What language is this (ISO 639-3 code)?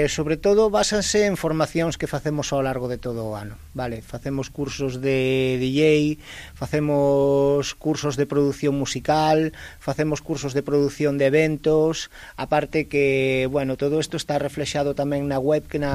glg